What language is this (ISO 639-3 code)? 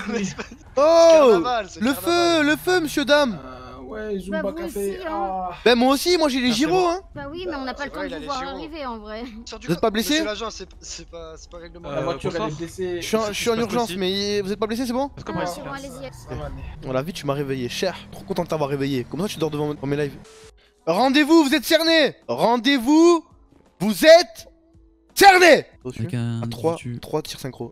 fra